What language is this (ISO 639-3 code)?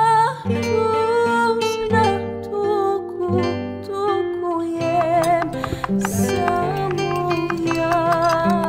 bos